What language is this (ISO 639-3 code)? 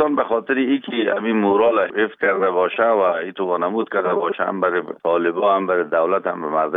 fas